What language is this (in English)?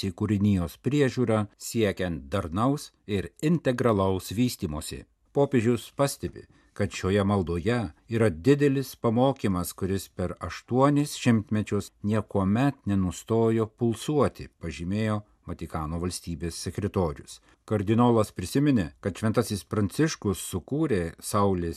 Lithuanian